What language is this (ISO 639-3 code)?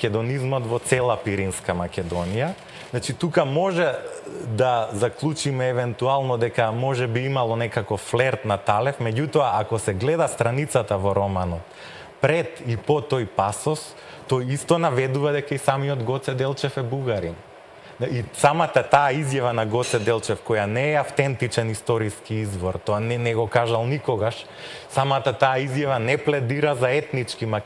mkd